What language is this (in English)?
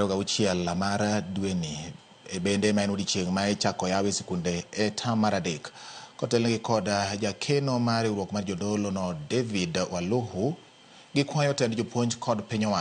Luo (Kenya and Tanzania)